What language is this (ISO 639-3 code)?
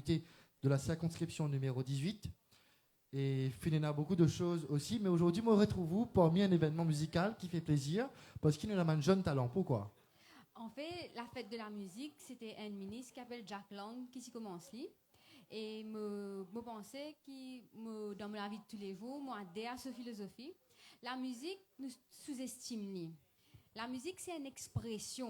mfe